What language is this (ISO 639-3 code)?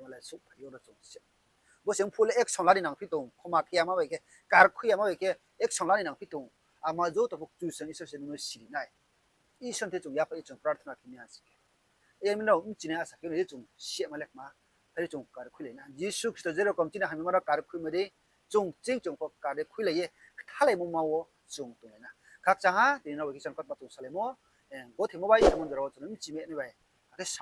ria